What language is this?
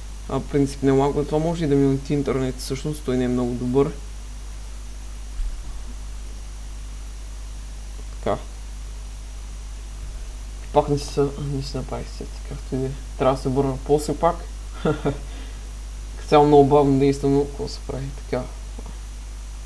Bulgarian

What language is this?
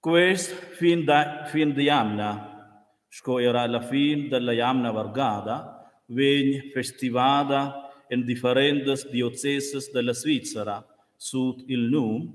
Romansh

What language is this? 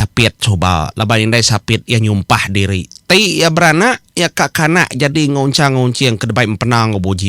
Iban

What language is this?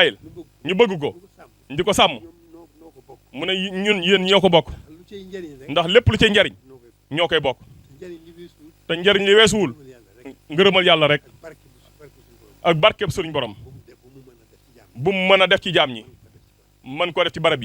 Wolof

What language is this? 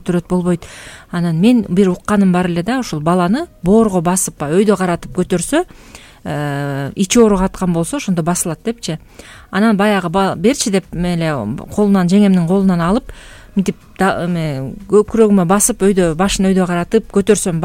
Kyrgyz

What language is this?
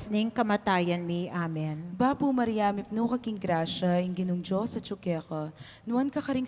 Pampanga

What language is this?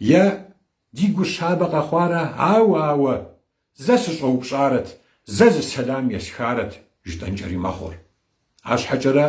Kabardian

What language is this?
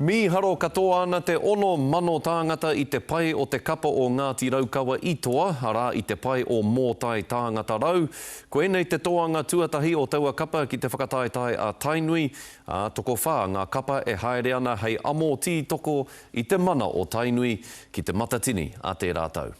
Māori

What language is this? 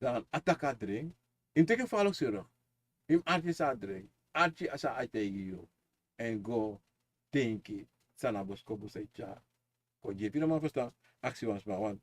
Sranan Tongo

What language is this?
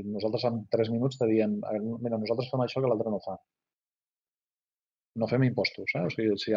Catalan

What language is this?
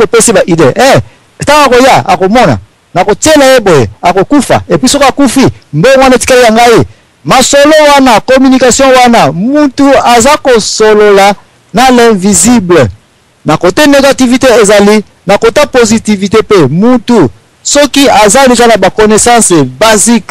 Lingala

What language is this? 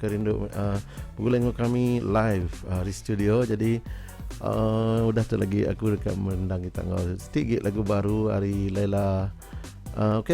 Iban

